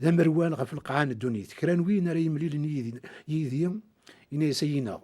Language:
Kabyle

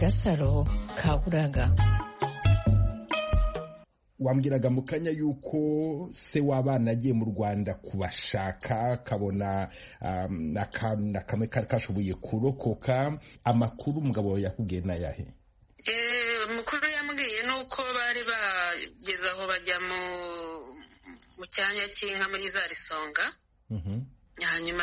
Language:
Kinyarwanda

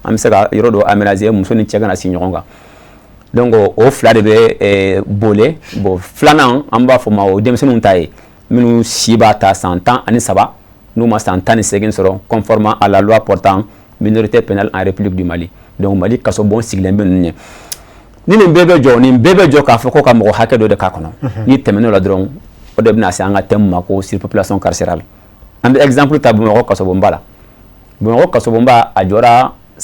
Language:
Bambara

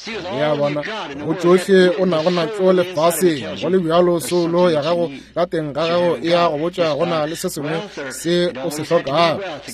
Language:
Northern Sotho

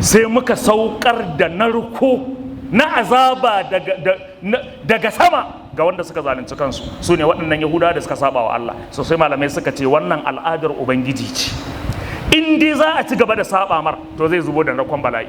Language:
Hausa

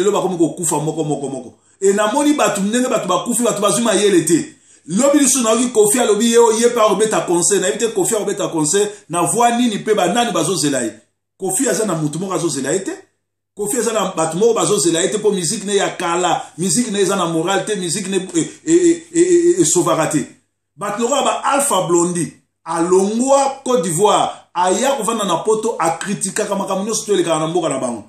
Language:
Lingala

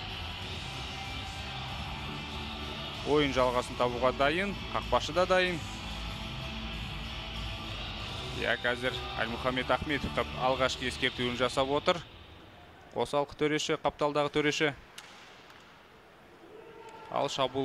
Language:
Kazakh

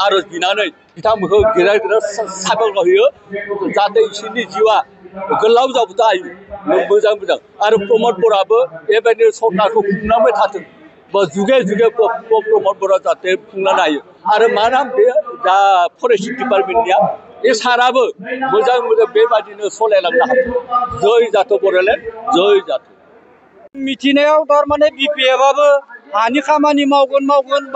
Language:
Bodo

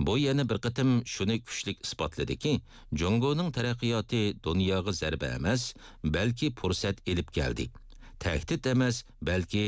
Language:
Uyghur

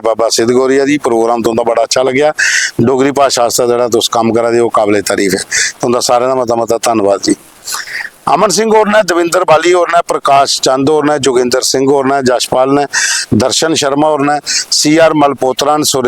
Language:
Dogri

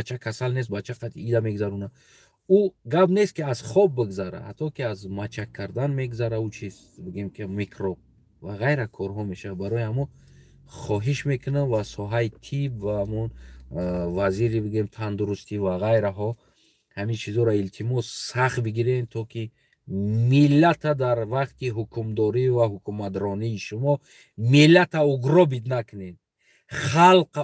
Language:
Tajik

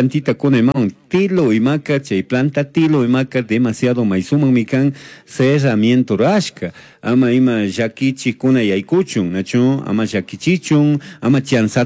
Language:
Chimborazo Highland Quichua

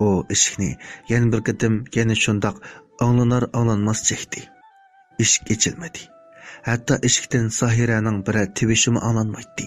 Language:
Uyghur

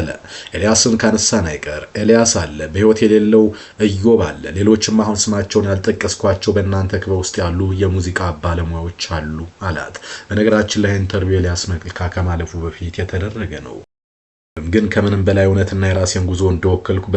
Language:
Amharic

